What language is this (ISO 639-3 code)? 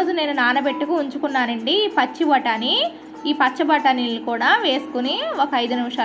tel